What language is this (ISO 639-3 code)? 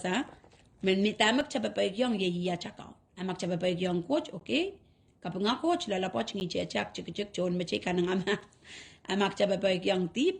pon